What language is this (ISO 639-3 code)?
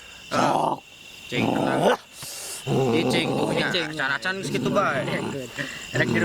sun